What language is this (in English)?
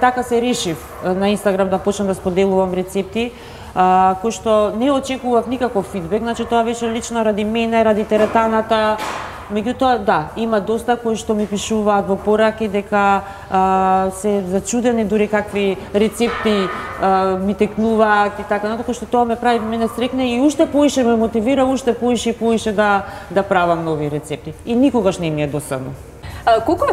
Macedonian